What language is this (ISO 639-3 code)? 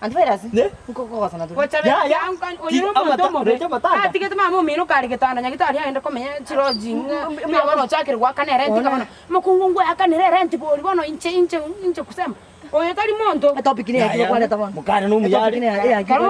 guz